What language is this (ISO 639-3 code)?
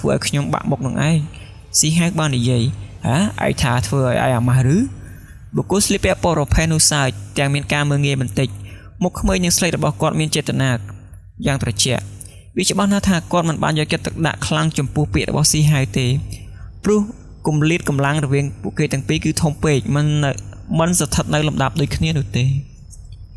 khm